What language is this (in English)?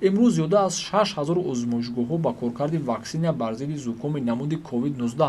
Tajik